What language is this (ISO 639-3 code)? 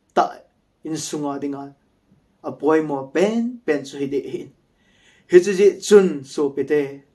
tcz